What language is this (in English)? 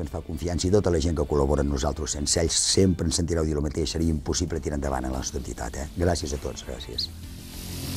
Catalan